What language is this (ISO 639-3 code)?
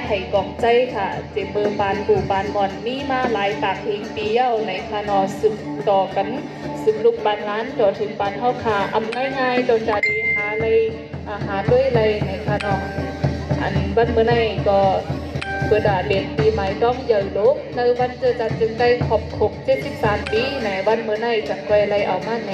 shn